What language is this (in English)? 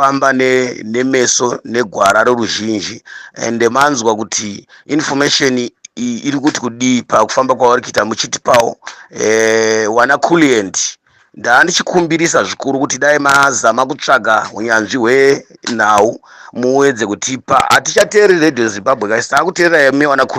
Shona